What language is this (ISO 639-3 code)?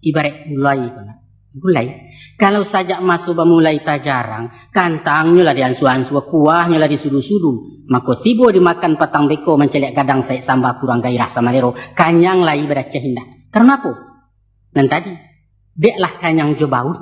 min